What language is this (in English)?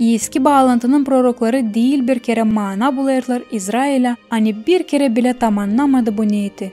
Gagauz